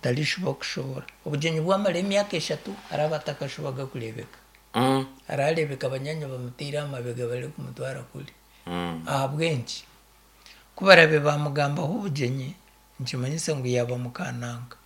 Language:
Nyankole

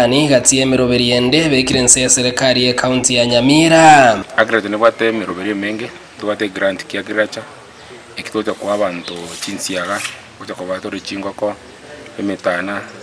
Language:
Gusii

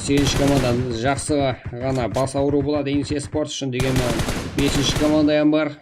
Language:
Kara-Kalpak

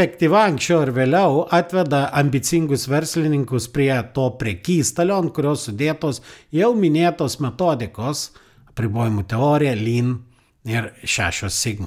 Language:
Lithuanian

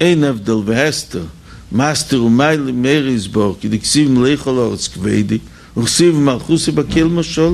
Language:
Yiddish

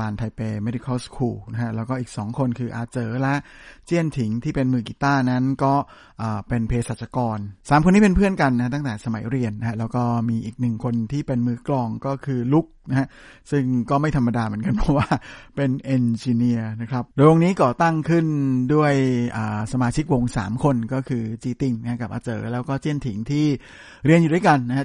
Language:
Thai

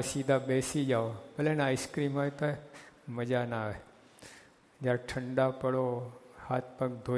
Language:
Gujarati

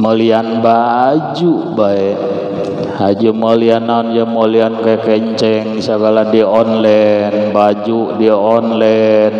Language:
Sundanese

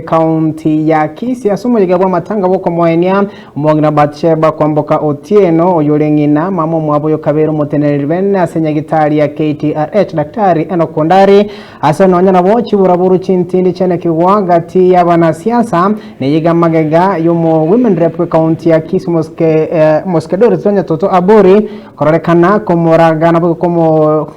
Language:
Gusii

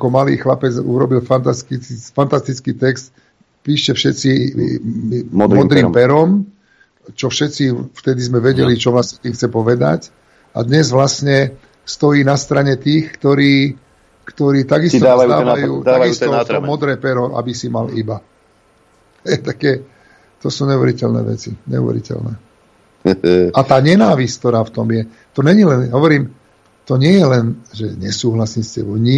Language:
Slovak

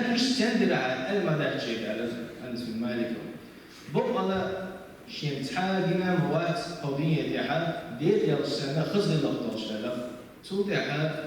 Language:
Chechen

